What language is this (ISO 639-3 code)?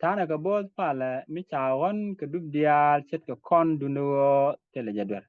nus